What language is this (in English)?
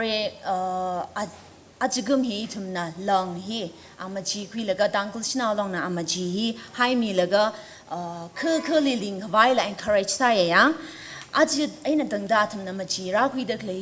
Tangkhul Naga (India)